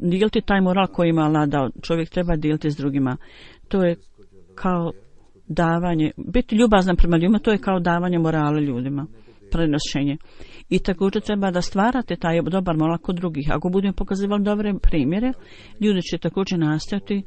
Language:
Bosnian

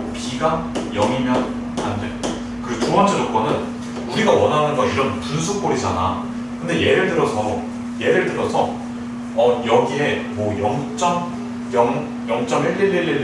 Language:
Korean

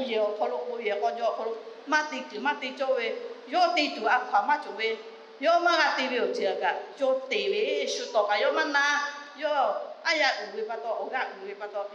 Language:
Lahu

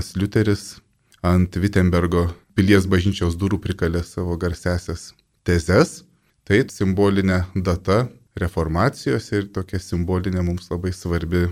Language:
Lithuanian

